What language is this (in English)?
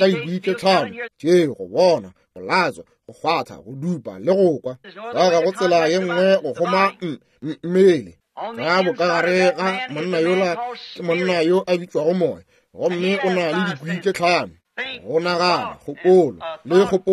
Northern Sotho